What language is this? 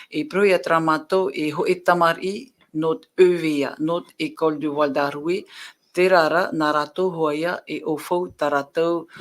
Tahitian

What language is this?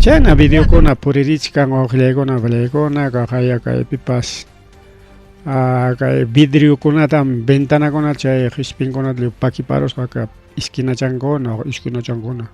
Ayacucho Quechua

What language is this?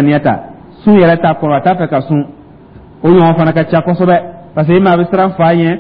Dyula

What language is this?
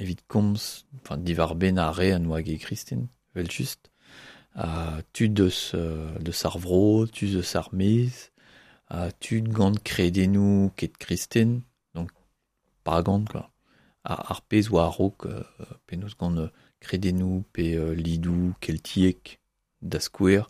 Breton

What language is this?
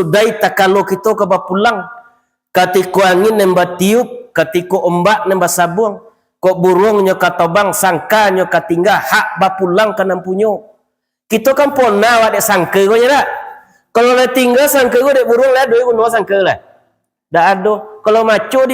Minangkabau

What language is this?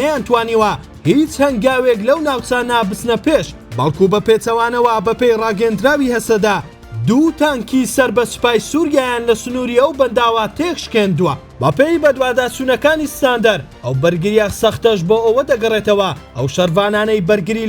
Central Kurdish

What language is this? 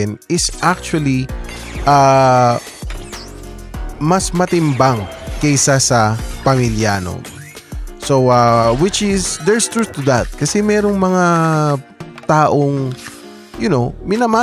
Filipino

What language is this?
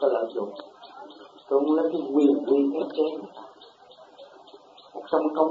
Vietnamese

